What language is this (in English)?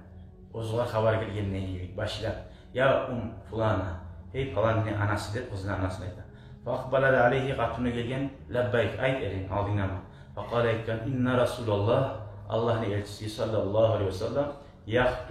Kumyk